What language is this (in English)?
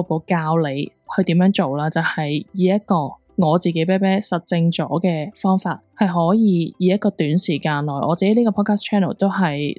Cantonese